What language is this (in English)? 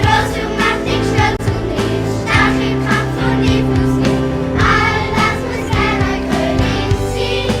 Swiss German